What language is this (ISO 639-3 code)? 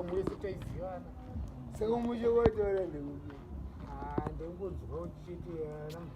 sna